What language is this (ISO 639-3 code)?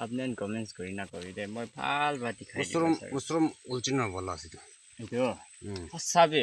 nag